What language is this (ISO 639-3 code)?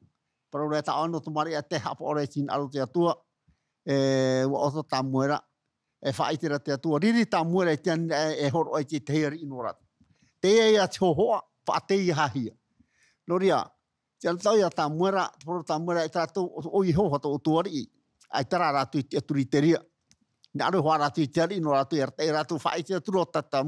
tah